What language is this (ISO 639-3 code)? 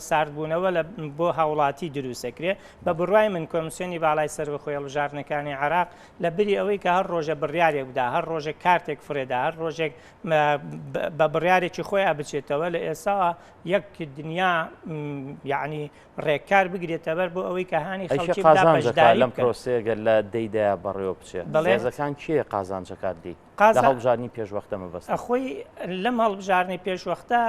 ckb